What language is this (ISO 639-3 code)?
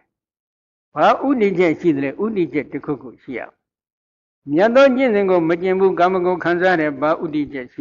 mya